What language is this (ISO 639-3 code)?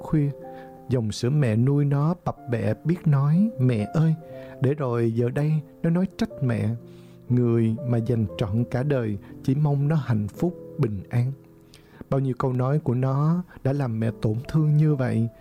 vie